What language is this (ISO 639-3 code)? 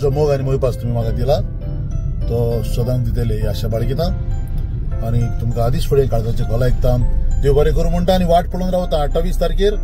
kok